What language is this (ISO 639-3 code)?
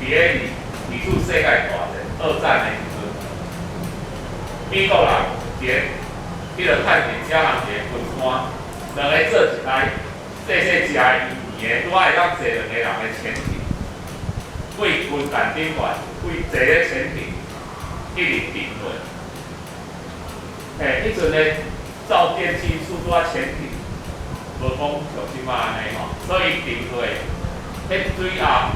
nan